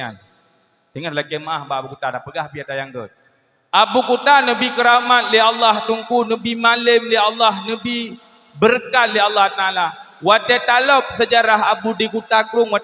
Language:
Achinese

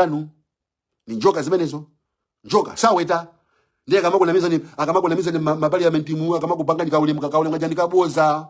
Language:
Nyanja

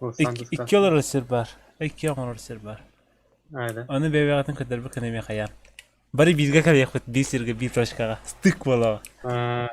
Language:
Yakut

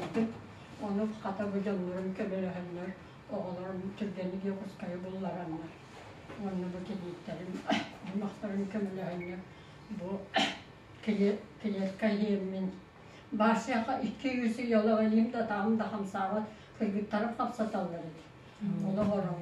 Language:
Yakut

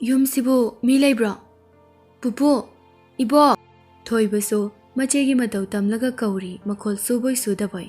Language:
Manipuri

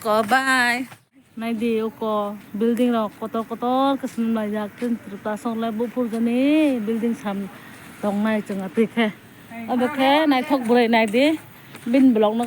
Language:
Kok Borok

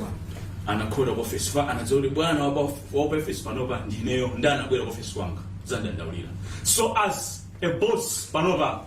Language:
Nyanja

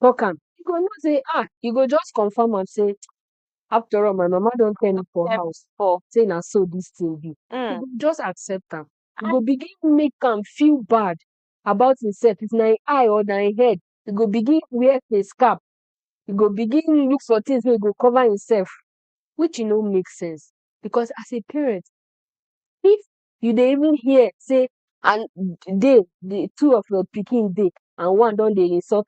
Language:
Nigerian Pidgin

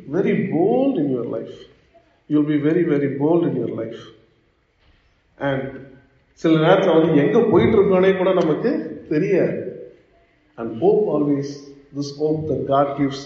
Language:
Tamil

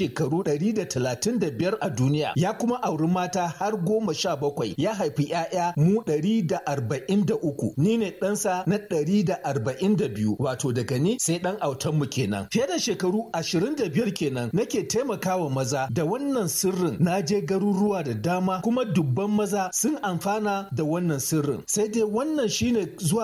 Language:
Hausa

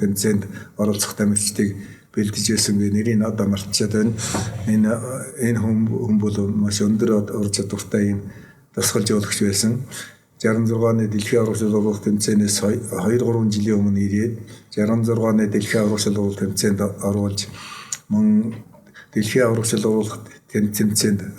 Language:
Mongolian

